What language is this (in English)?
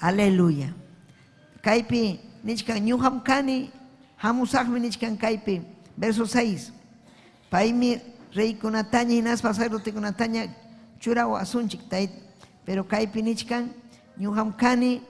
Ayacucho Quechua